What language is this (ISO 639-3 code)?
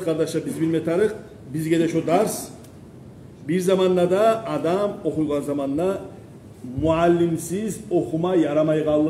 kum